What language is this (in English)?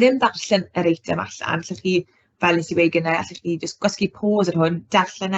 Welsh